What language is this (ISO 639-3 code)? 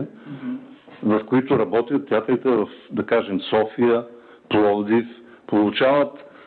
bul